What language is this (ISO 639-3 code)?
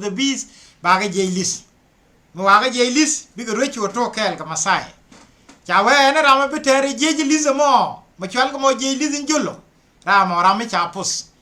nus